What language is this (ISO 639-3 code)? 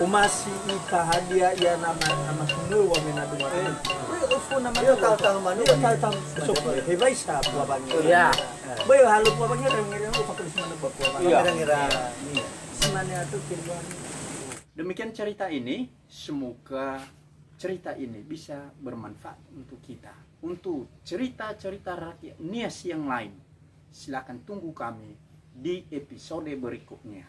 nia